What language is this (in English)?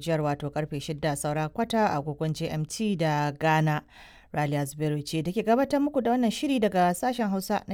Hausa